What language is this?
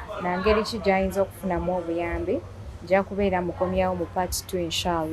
Ganda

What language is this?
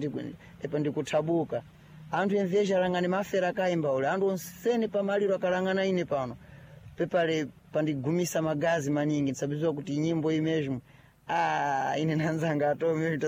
Sena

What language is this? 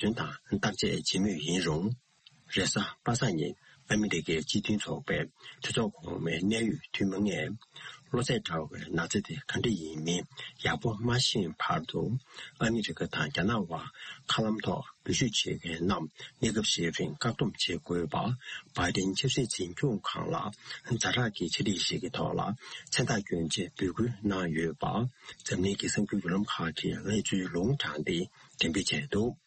Tibetan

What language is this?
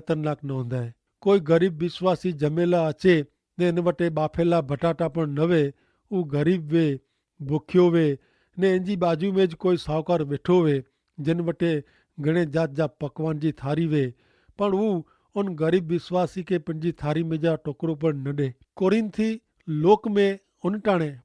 Kachhi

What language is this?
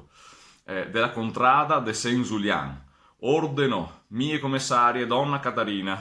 Venetian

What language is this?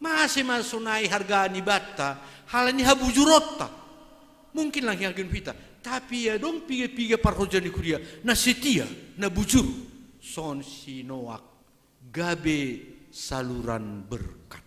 Batak Simalungun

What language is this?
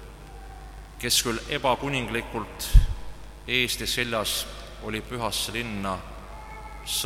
Estonian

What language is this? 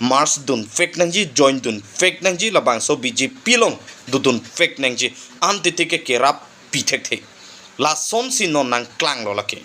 Karbi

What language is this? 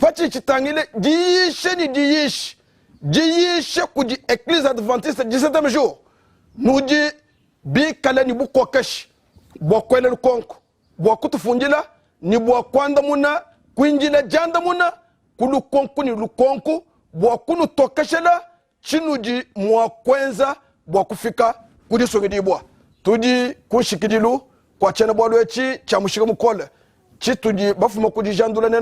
Luba-Lulua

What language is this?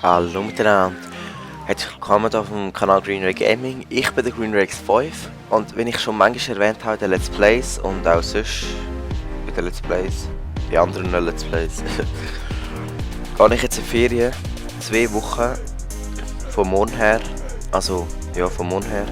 Swiss German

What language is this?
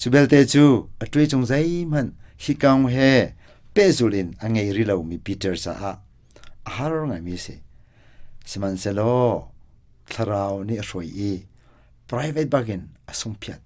Hakha Chin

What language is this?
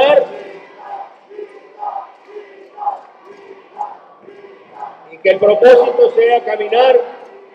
Spanish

